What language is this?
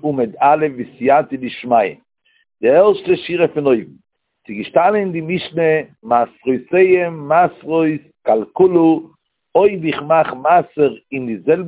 Yiddish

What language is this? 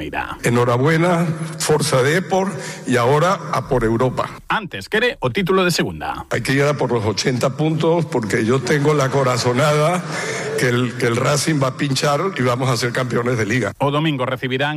Galician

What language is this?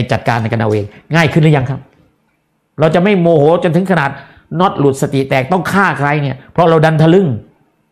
Thai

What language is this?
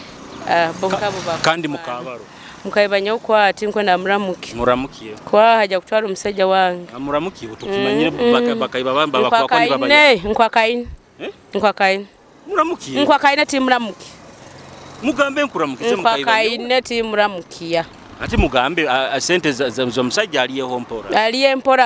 Nyoro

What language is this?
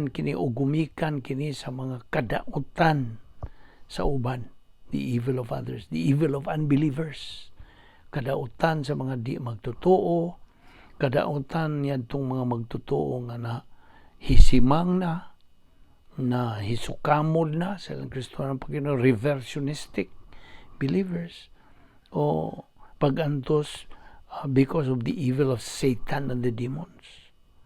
Cebuano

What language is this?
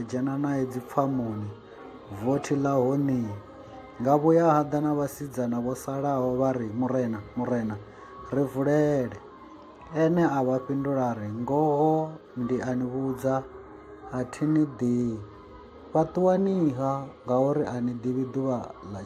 Venda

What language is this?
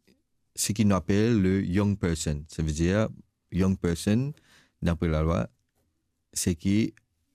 Morisyen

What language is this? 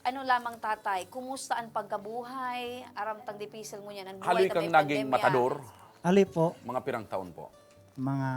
Bikol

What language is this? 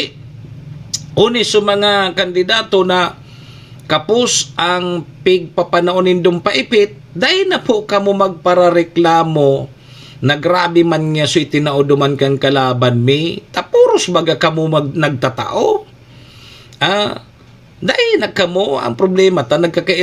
Bikol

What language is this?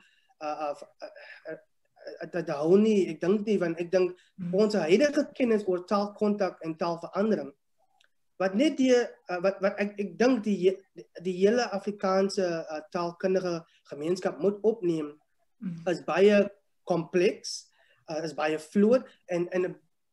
Afrikaans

